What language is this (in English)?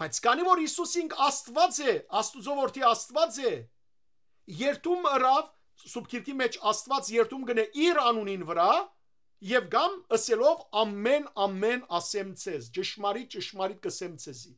Western Armenian